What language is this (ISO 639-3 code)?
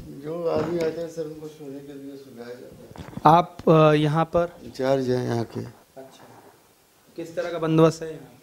hin